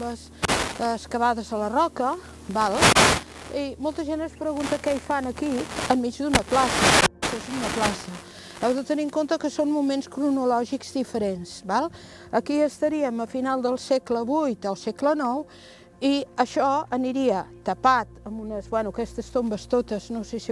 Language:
Catalan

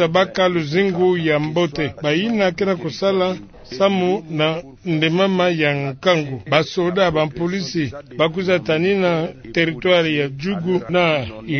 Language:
Kituba (Democratic Republic of Congo)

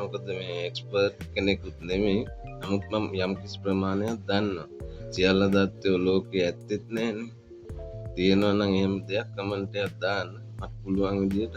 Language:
Sinhala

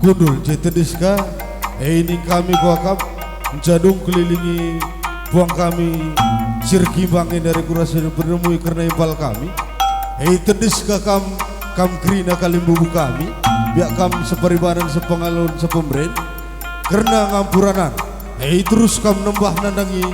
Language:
Batak Karo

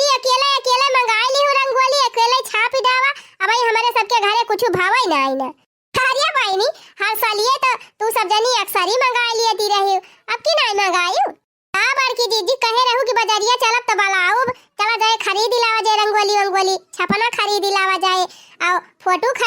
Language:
Awadhi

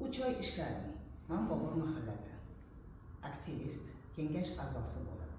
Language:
Uzbek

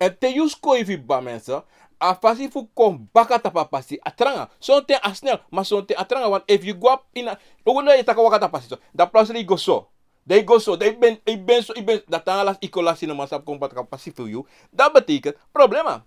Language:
Sranan Tongo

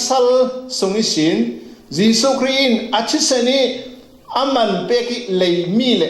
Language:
Falam Chin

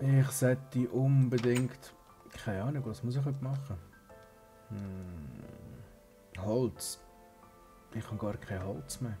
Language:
Swiss German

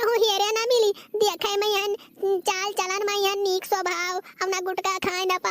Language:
Awadhi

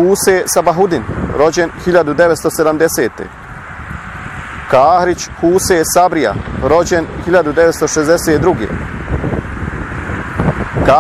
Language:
Bosnian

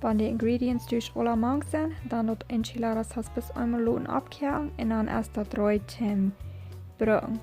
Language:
Plautdietsch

